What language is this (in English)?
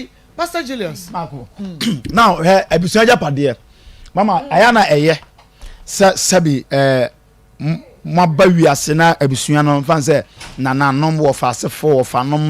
Akan